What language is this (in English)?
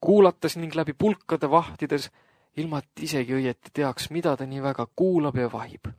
Estonian